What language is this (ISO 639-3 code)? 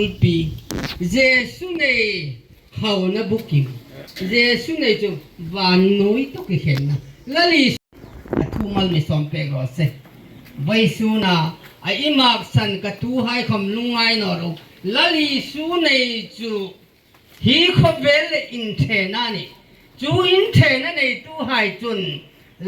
hmr